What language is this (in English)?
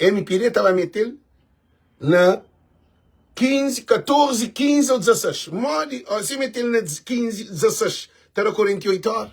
Kabuverdianu